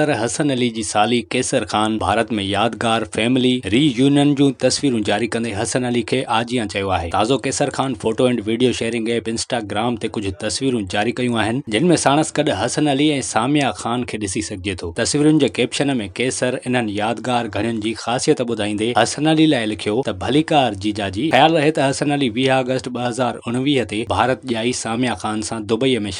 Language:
Sindhi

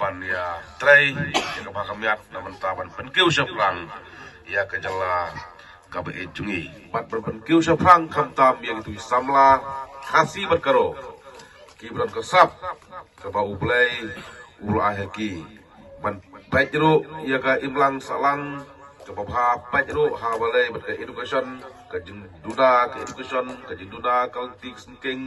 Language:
Khasi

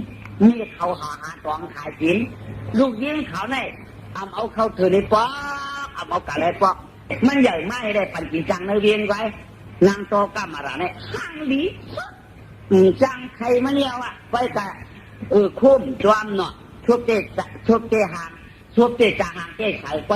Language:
Shan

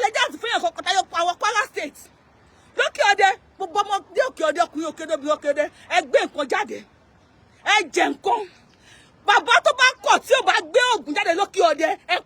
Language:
Yoruba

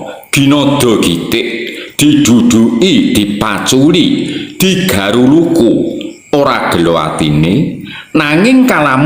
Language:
Javanese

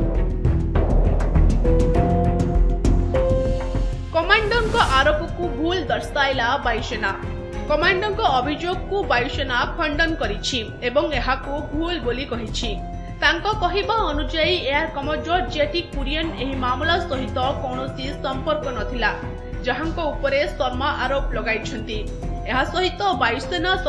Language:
Odia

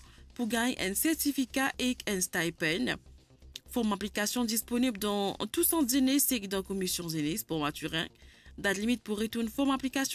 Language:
Morisyen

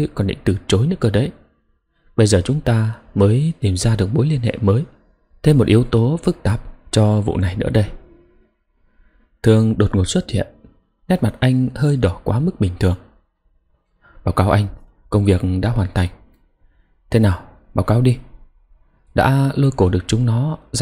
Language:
Vietnamese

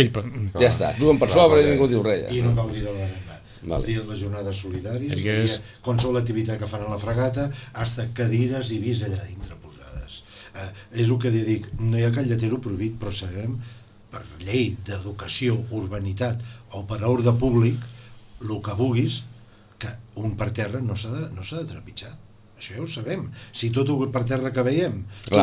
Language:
Catalan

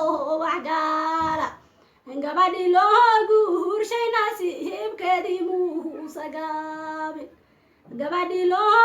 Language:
Somali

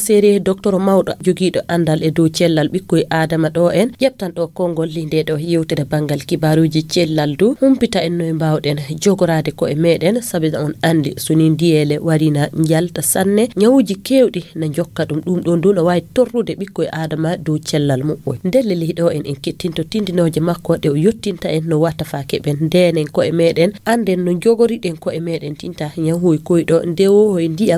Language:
Nigerian Fulfulde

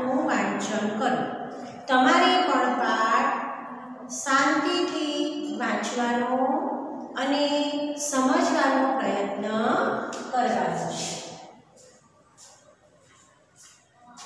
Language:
Gujarati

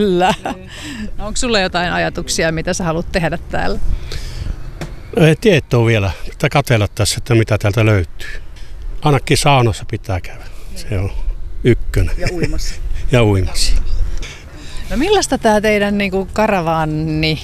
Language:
Finnish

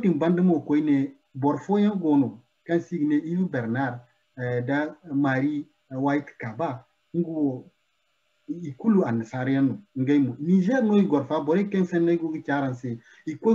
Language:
Zarma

